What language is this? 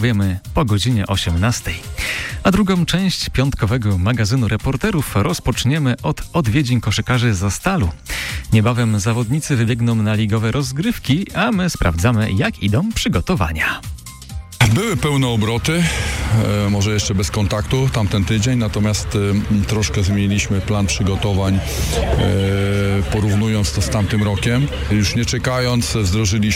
Polish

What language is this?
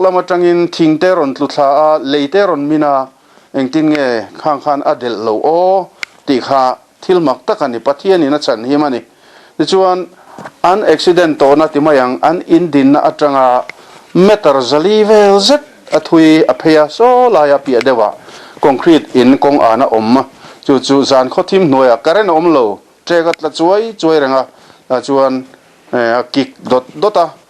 Mizo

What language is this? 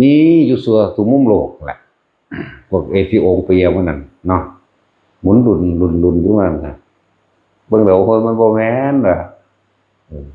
Northeastern Thai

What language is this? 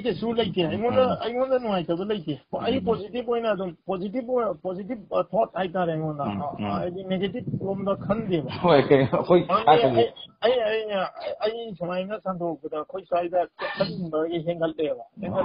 Manipuri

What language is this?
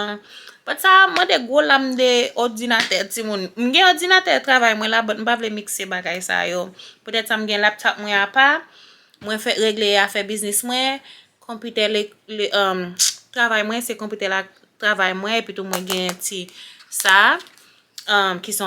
Haitian Creole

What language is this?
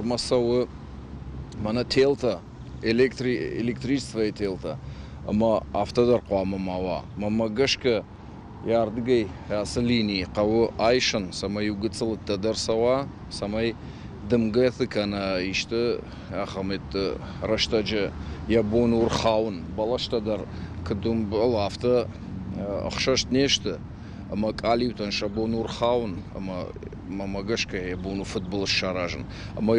Ossetic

